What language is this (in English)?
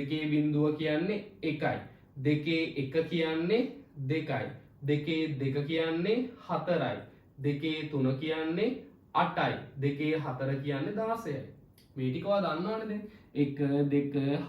Sinhala